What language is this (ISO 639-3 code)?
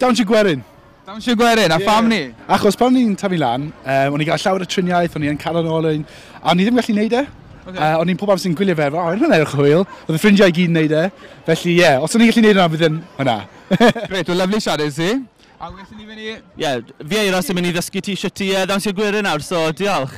cym